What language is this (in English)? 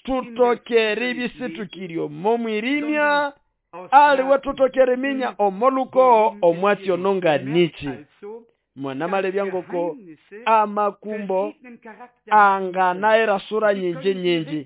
Nande